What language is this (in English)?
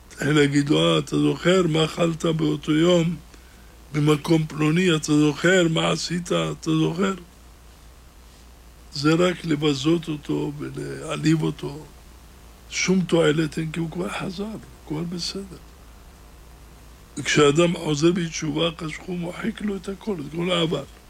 Hebrew